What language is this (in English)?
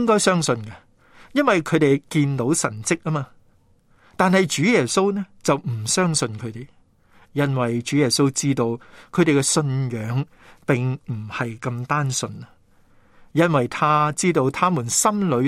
Cantonese